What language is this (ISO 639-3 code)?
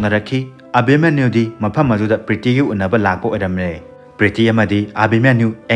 mni